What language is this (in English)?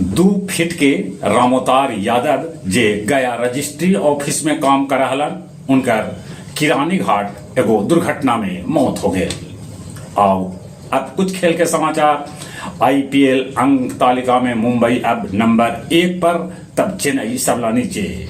Magahi